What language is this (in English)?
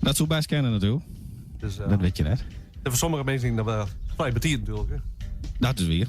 Western Frisian